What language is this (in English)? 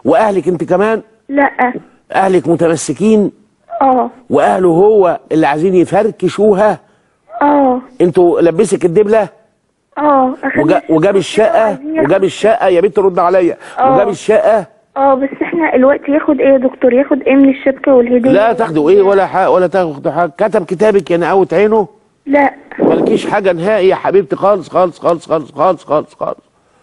Egyptian Arabic